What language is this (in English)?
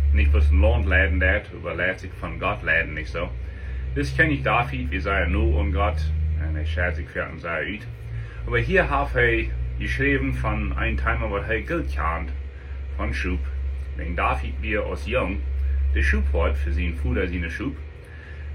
Plautdietsch